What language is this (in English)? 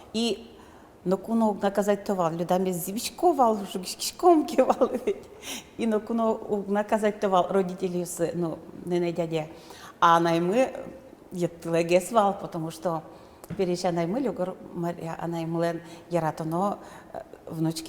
Udmurt